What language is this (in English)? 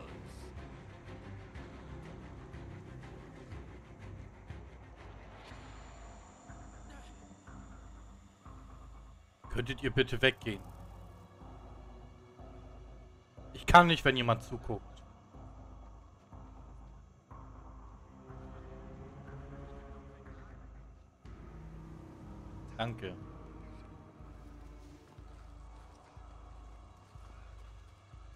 German